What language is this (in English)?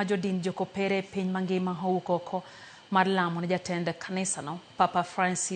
Luo (Kenya and Tanzania)